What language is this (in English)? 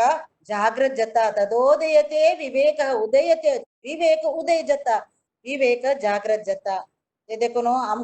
Konkani